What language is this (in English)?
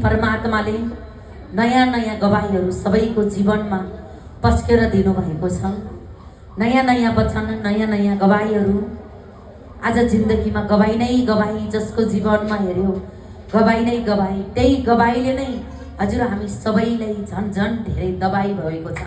Nepali